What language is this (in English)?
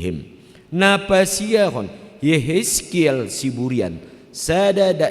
Batak Toba